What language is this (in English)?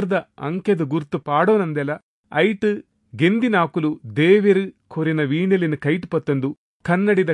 Tulu